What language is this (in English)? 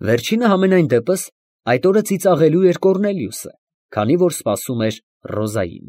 Armenian